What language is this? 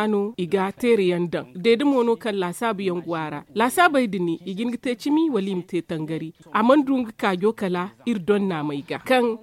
Zarma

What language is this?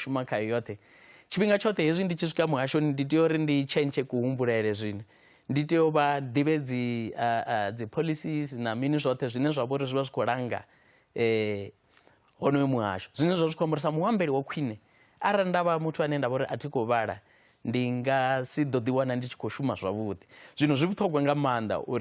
Venda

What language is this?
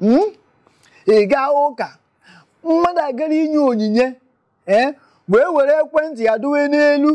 Igbo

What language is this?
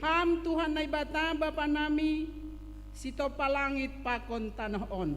Batak Simalungun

